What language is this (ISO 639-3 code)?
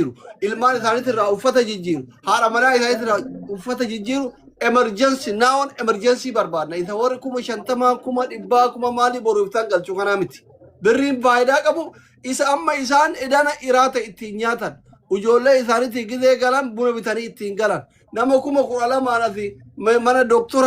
orm